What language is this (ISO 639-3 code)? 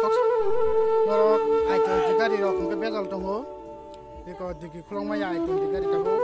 trp